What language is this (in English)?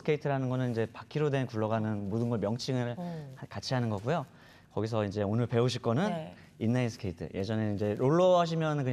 Korean